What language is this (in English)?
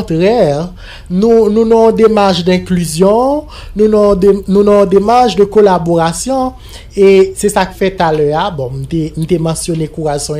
Haitian Creole